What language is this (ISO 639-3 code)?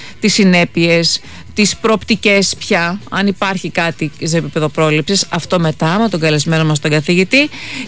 ell